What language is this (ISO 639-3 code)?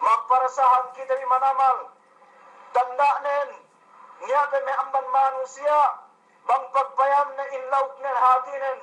yka